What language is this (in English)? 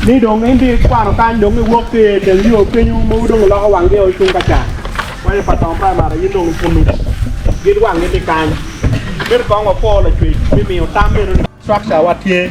Acoli